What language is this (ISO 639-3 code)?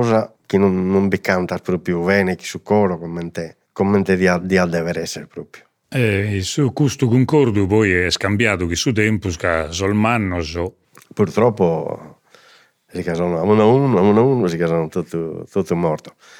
srd